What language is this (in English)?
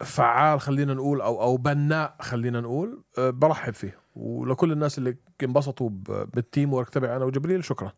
North Levantine Arabic